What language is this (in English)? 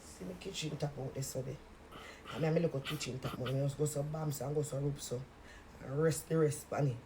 Jamaican Creole English